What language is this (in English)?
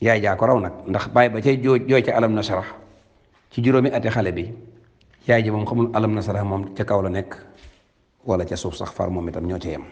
Wolof